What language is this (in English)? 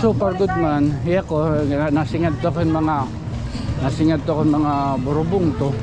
Waray